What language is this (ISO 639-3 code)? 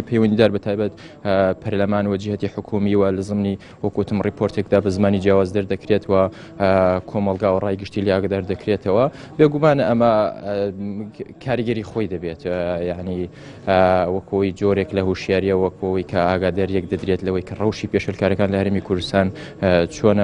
ckb